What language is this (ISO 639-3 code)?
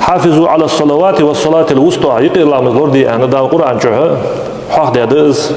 inh